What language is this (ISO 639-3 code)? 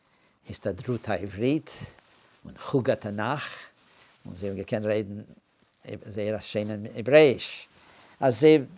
yid